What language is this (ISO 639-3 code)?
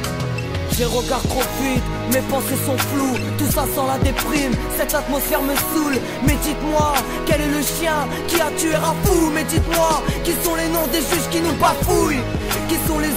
fra